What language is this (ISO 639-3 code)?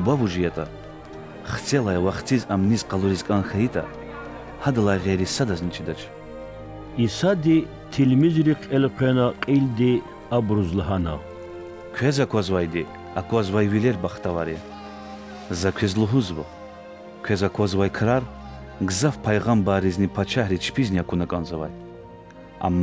lez